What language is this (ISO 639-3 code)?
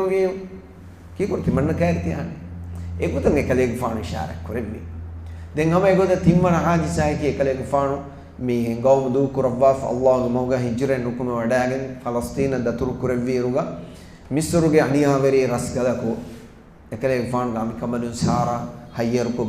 div